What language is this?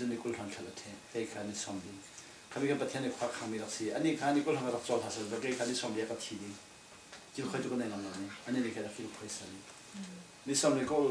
Falam Chin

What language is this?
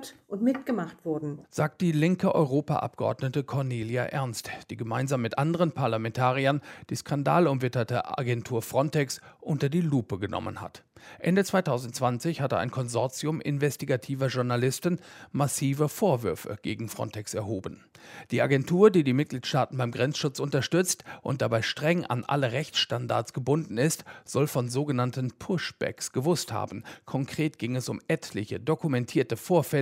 German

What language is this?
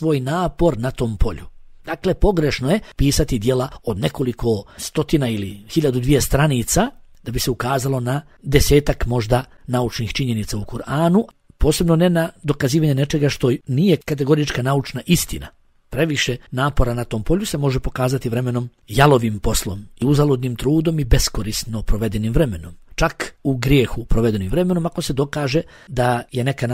Bosnian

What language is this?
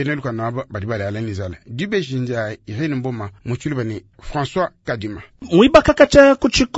Luba-Lulua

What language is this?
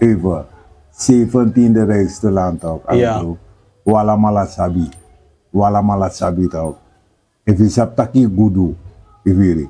Sranan Tongo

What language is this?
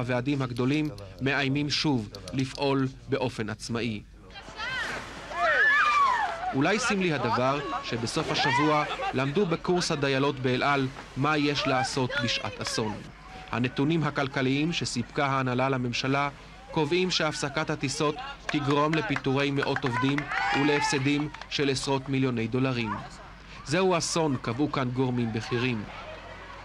Hebrew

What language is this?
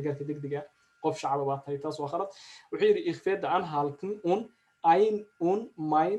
Somali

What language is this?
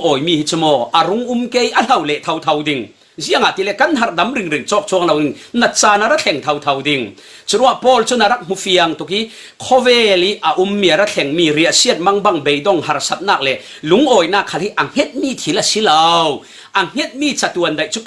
Falam Chin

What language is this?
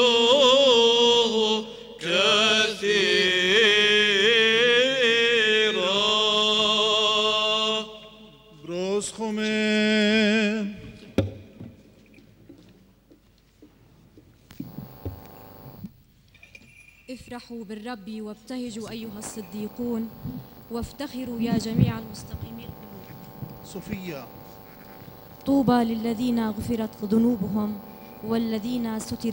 Arabic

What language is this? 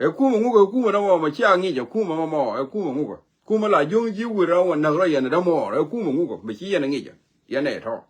Nuer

